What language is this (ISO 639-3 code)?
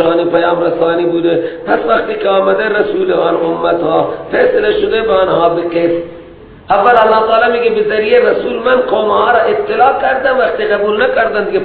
fas